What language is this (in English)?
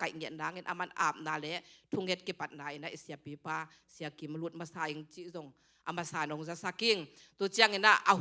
Tedim Chin